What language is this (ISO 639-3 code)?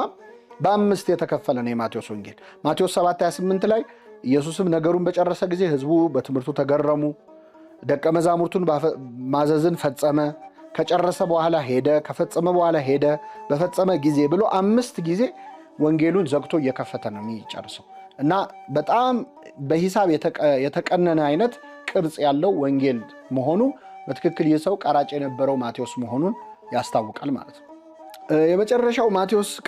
amh